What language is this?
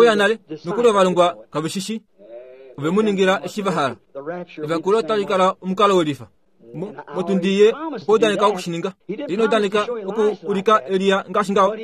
Kuanyama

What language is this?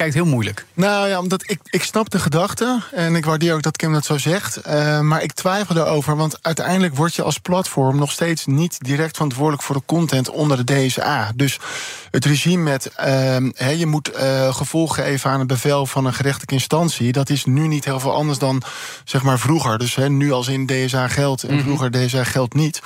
Dutch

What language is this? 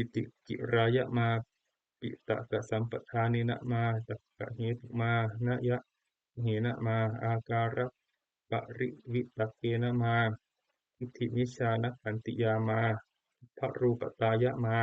Pali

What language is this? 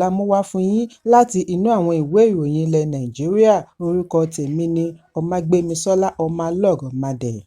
Yoruba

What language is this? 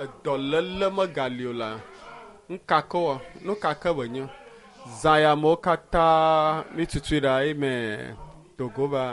Ewe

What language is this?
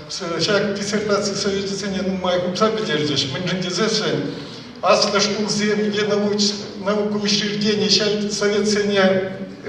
Chuvash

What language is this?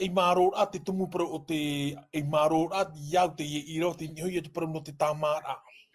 Tahitian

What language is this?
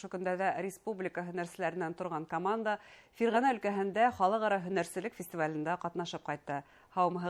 Bashkir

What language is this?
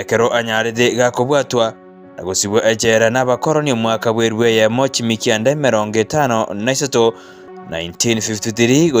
Gusii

